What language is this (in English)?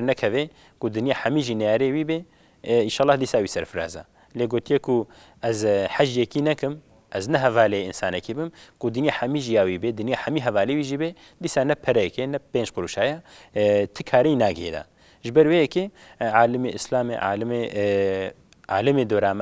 Kurdish